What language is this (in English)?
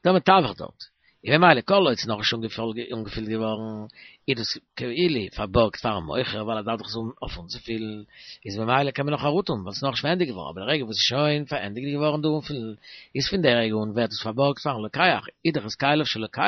Yiddish